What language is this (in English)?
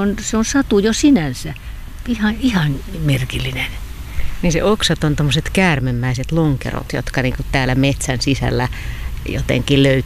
Finnish